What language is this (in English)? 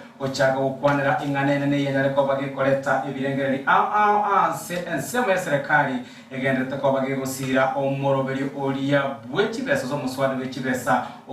Gusii